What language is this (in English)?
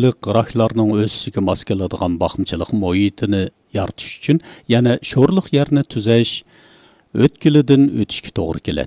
Uyghur